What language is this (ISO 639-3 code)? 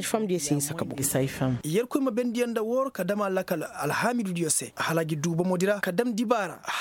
ses